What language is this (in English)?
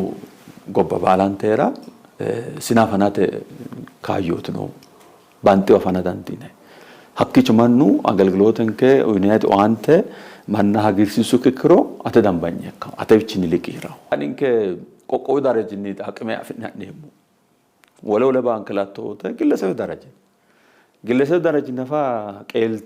Sidamo